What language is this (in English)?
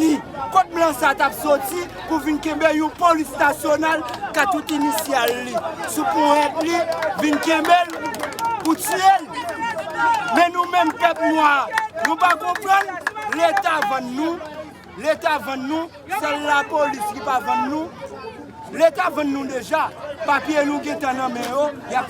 Haitian Creole